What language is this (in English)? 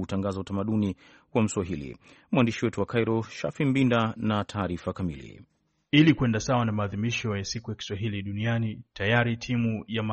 Swahili